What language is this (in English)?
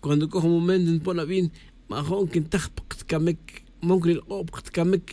Tz'utujil